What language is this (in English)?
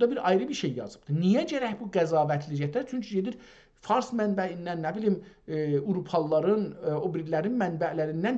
South Azerbaijani